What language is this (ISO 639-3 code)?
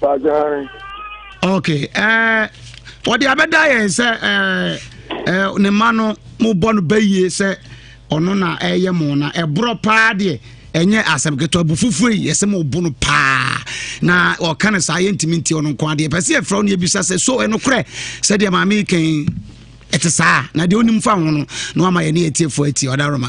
aka